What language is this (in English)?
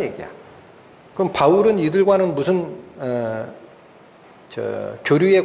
Korean